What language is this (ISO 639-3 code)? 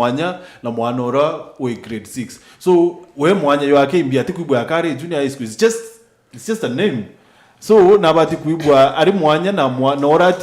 mer